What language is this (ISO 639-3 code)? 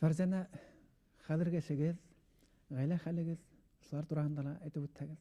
bak